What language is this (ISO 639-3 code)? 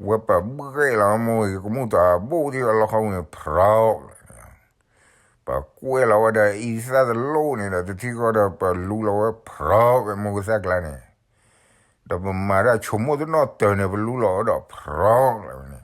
ksw